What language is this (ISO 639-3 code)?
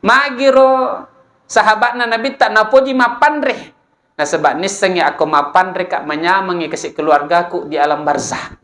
bug